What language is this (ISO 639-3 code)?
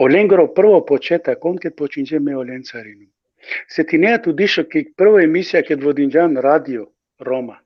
rmn